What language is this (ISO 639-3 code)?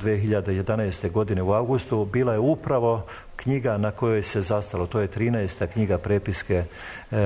srp